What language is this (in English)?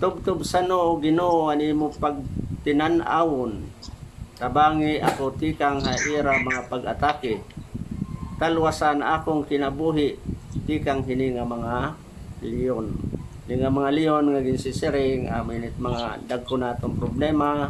Waray